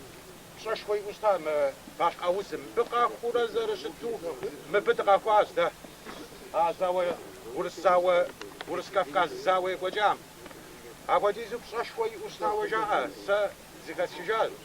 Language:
Kabardian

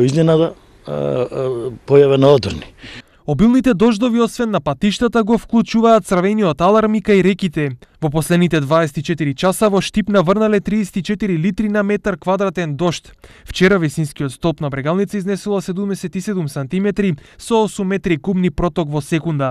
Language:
Macedonian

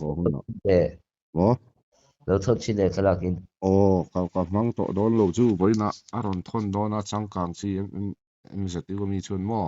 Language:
Mizo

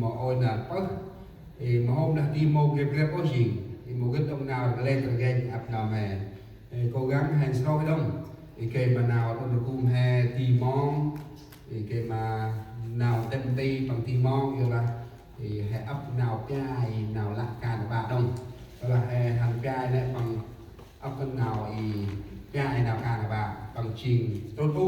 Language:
Central Mnong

